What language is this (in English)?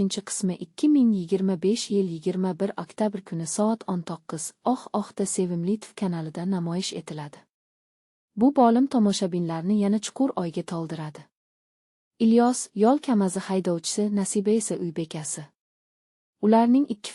Uzbek